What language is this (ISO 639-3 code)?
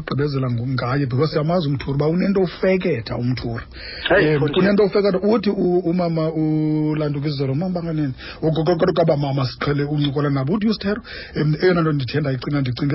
xho